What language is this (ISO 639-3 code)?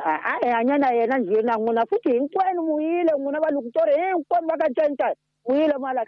tso